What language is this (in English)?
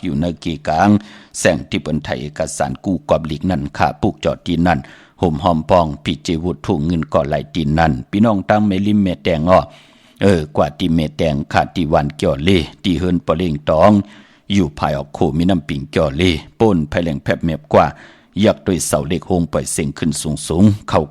Shan